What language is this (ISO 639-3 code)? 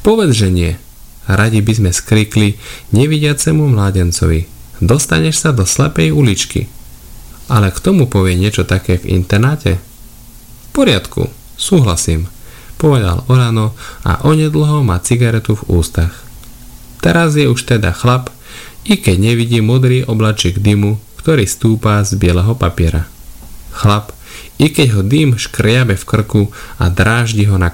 slk